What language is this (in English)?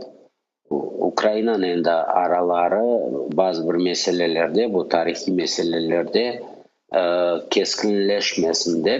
Crimean Tatar